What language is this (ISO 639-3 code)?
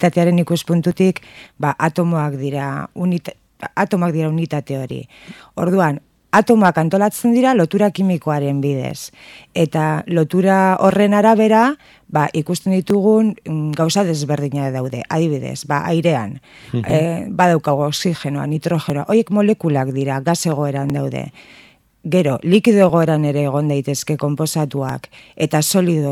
eus